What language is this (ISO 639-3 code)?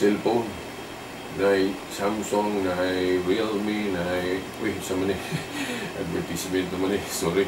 ceb